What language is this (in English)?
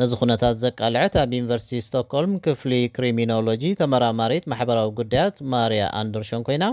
Tigrinya